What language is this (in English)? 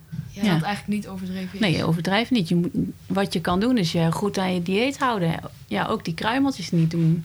Dutch